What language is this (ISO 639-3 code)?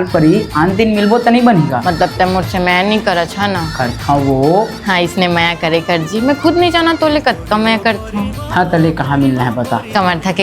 hne